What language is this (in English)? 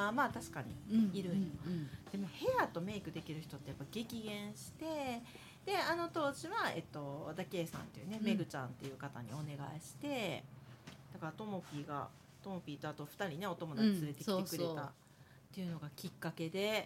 Japanese